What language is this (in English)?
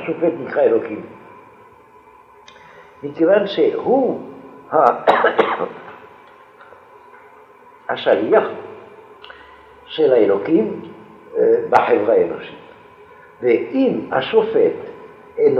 Hebrew